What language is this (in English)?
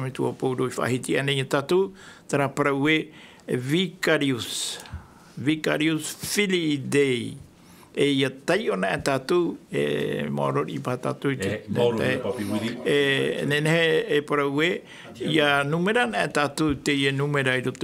Tahitian